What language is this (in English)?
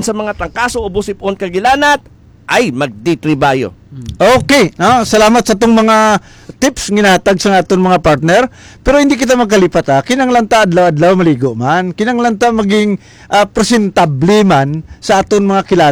Hiligaynon